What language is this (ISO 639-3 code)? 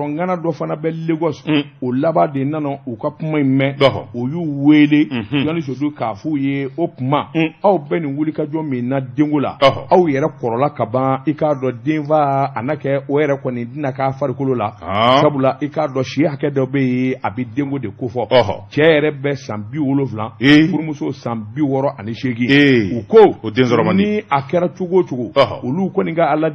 bam